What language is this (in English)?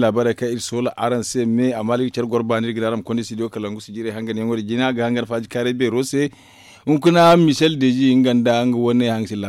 Zarma